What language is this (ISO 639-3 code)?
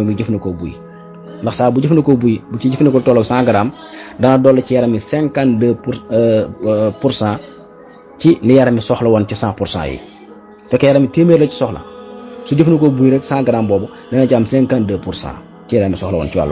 wol